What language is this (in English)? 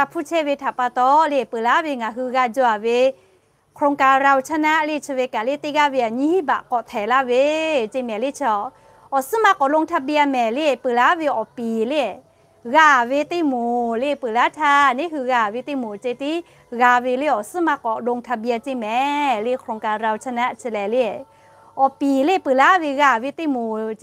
Lahu